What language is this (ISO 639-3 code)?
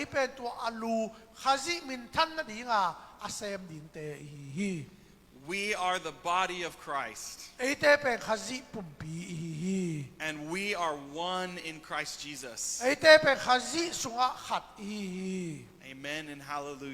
ctd